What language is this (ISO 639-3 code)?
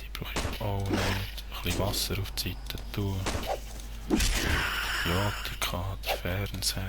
gsw